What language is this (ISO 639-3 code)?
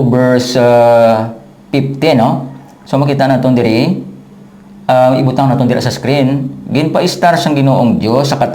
hil